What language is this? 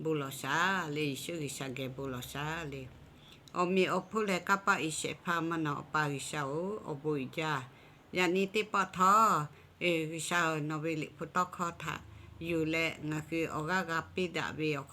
Lahu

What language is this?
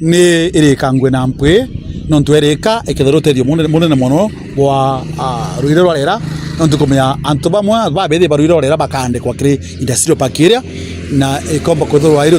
Meru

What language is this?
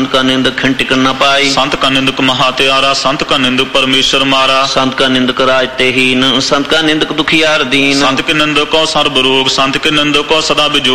Punjabi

